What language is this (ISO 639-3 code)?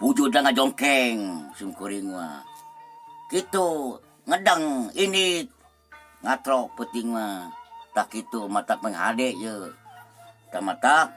sun